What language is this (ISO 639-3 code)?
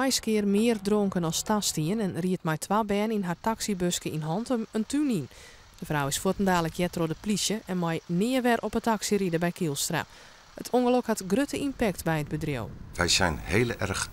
fry